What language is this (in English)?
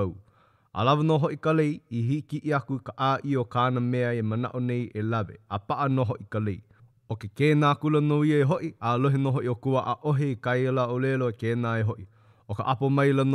Hawaiian